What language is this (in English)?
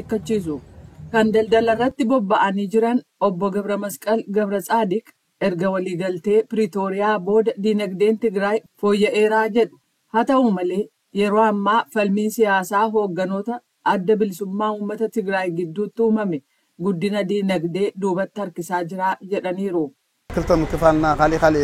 Oromo